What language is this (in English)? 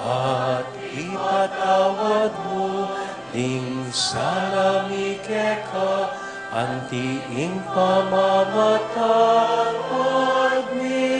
Pampanga